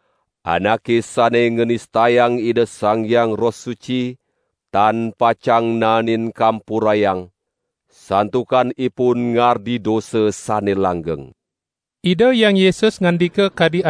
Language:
Balinese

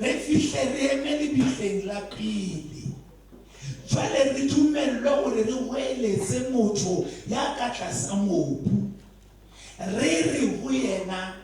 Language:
Southern Sotho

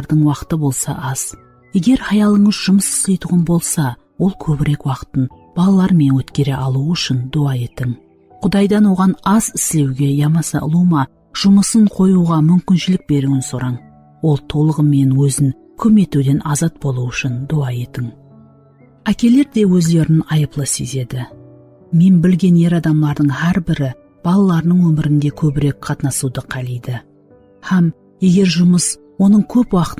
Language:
Kara-Kalpak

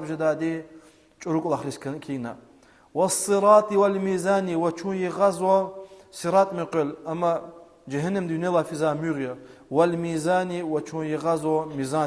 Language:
Lezghian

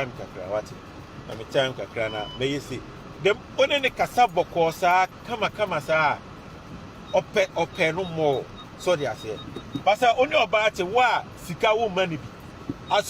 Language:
Akan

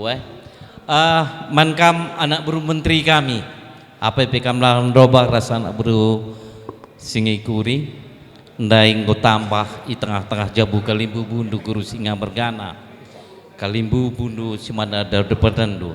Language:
Batak Karo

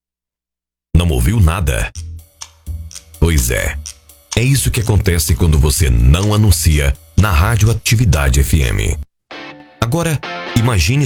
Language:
Portuguese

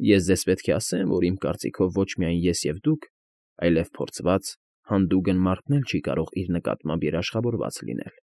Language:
Armenian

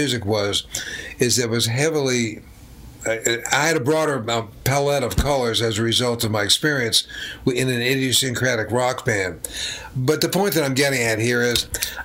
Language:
English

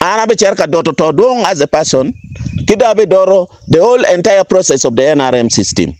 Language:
Acoli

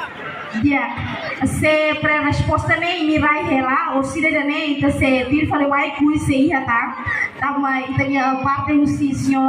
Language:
Tetum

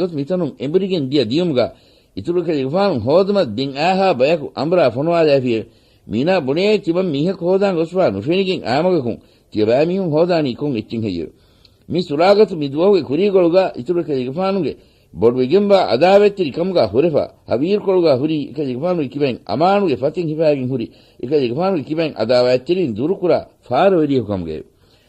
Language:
Divehi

